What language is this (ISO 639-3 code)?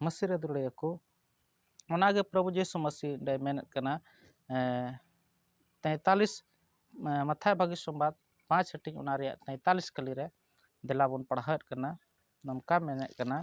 sat